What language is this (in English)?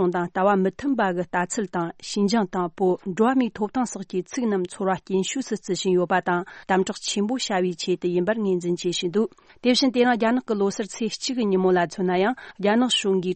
Tibetan